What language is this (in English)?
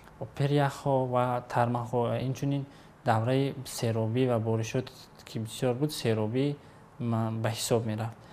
Tajik